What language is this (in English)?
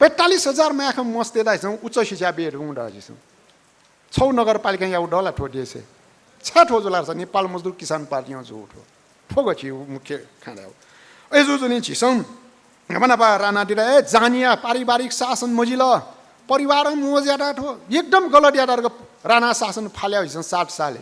Newari